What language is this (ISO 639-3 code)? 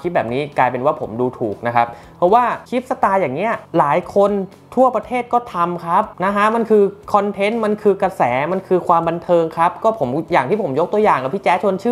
tha